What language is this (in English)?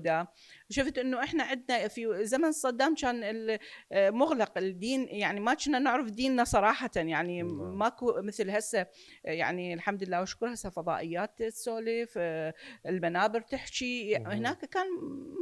Mesopotamian Arabic